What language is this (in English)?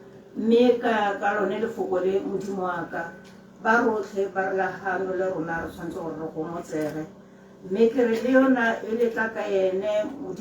Tswana